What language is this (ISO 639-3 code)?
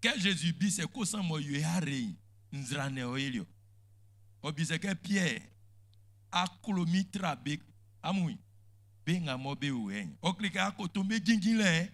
bci